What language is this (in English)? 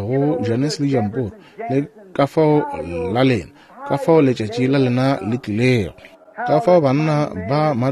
Northern Sotho